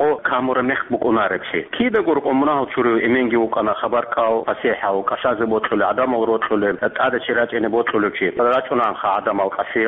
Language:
Avaric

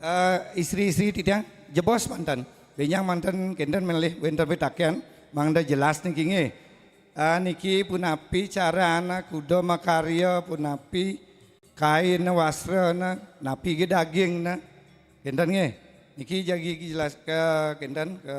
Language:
Balinese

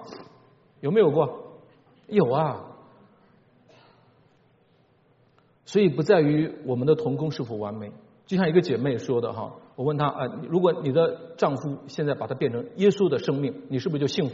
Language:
Chinese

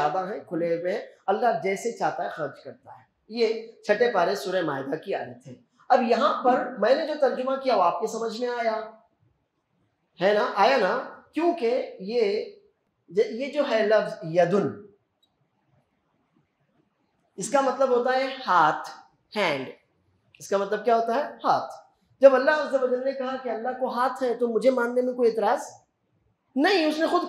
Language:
Urdu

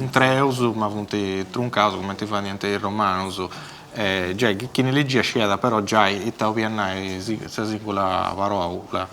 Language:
Sardinian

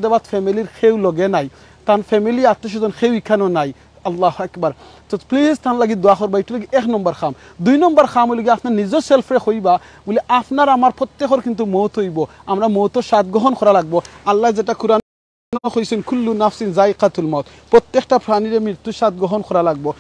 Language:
Sylheti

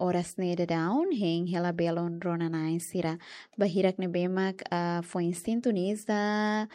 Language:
Tetum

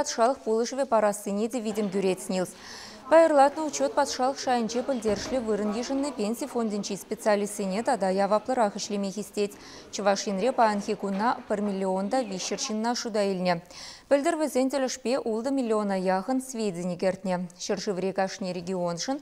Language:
Chuvash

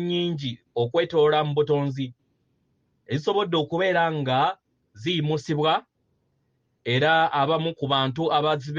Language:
Ganda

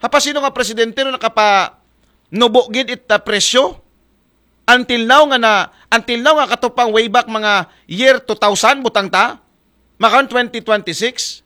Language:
Aklanon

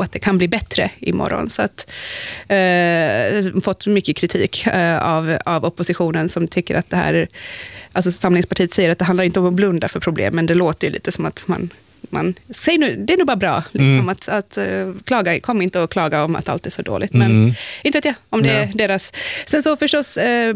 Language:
Swedish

